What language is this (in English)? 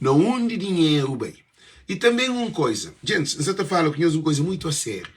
Kabuverdianu